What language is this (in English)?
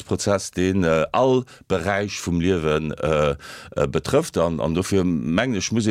Luxembourgish